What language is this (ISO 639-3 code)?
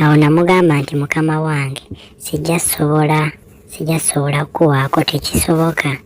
lug